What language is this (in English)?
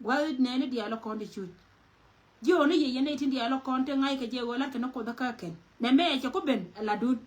Nuer